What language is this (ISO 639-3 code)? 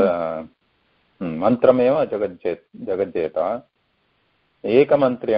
san